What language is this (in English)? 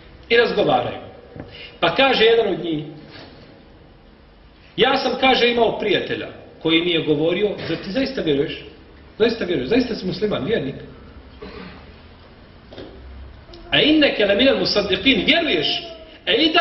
Bosnian